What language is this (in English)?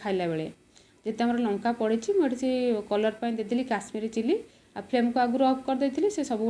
Odia